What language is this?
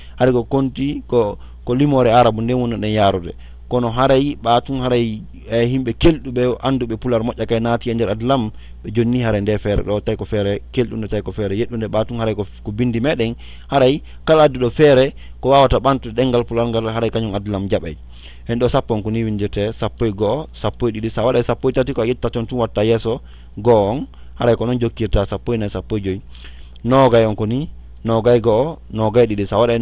Fula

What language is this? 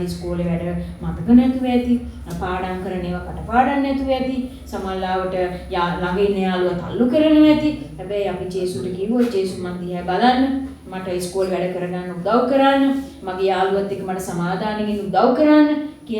Sinhala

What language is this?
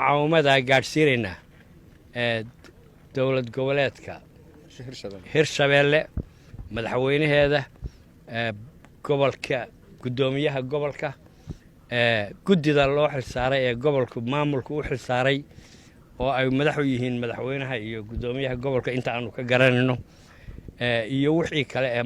Somali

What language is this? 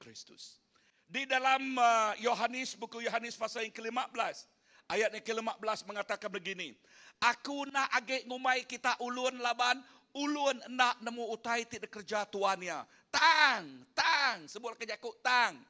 Iban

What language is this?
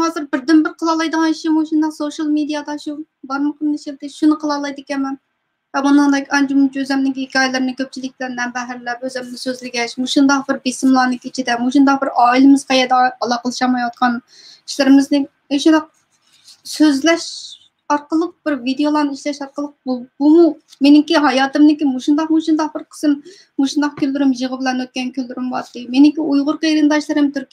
Uyghur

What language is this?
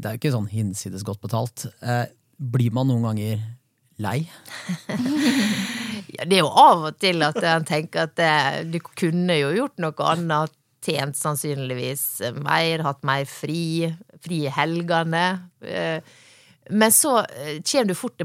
Norwegian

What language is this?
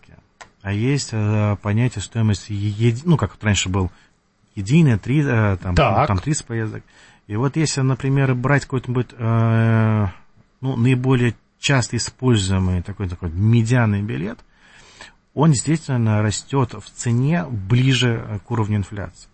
Russian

